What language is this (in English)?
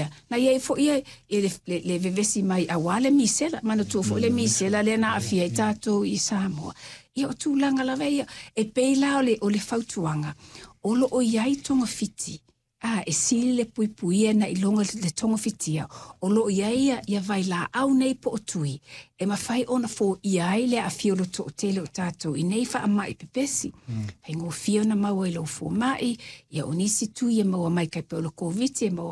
Samoan